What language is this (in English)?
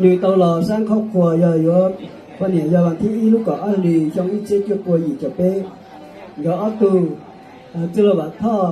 Hmong